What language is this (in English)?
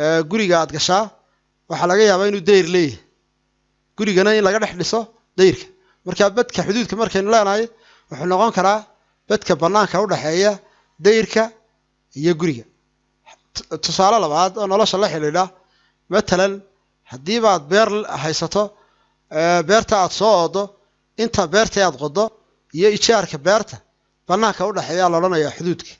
Somali